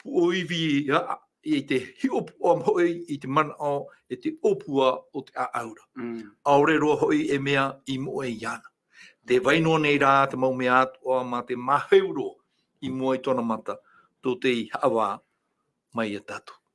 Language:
Tahitian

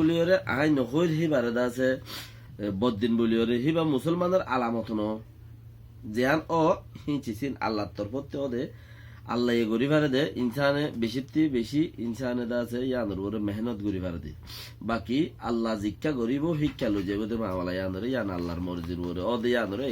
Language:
Rohingya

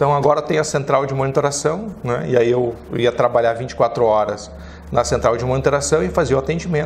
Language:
Portuguese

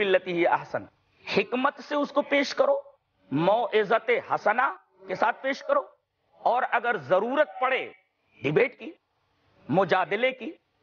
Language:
Urdu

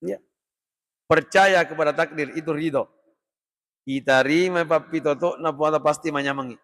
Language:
Buginese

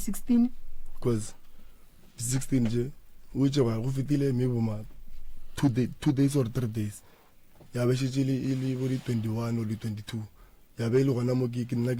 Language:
Northern Sotho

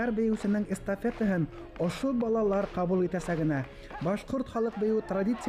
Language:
Bashkir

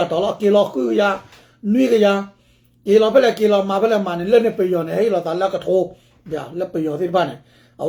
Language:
S'gaw Karen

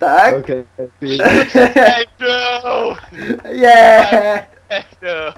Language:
Faroese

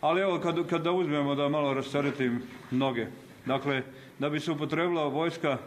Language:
Bosnian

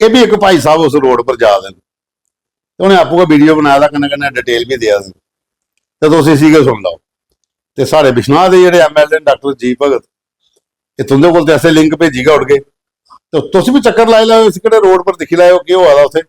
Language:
Dogri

